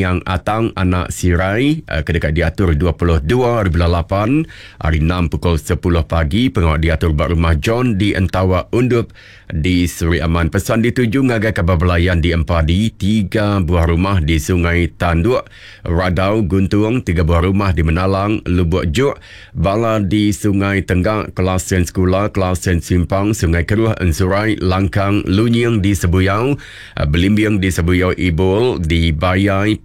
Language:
Iban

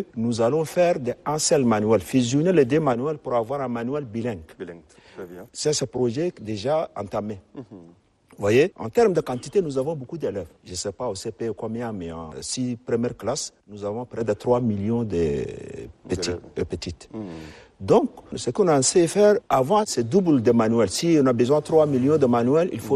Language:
French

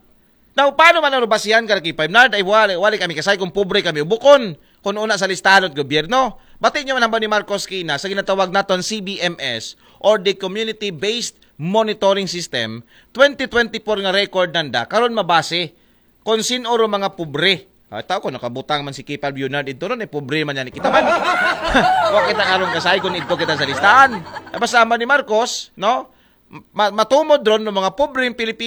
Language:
Aklanon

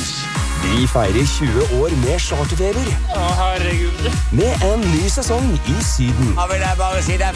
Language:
Norwegian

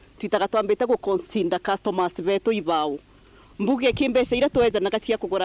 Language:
Meru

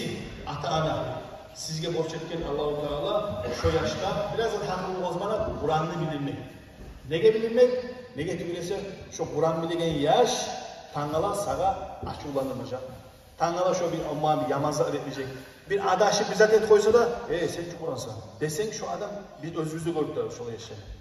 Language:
Kumyk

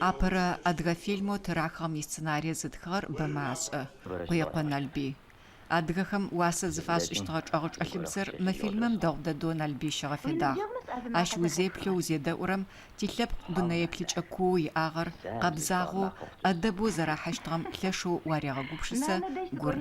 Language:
Adyghe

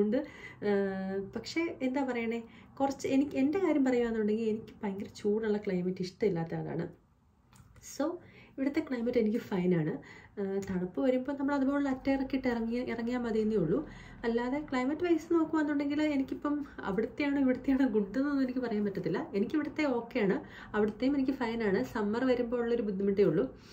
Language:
Malayalam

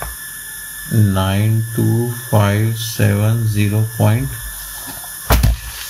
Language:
Hindi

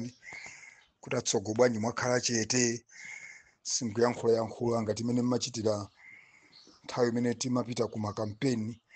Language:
Nyanja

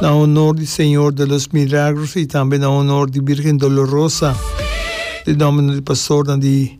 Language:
Papiamento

